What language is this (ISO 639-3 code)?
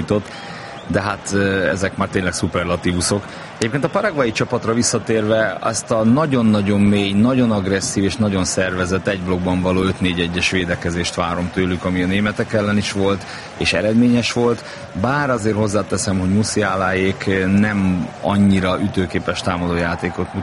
hun